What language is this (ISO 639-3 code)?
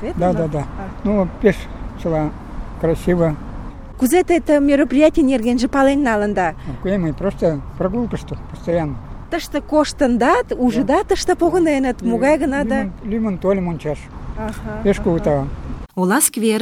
chm